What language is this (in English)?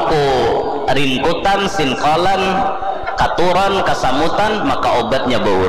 Banjar